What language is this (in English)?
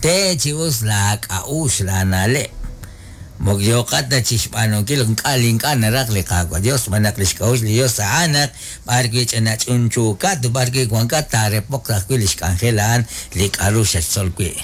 Kekchí